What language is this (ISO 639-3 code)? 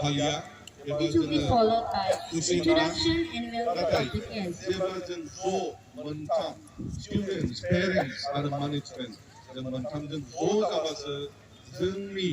brx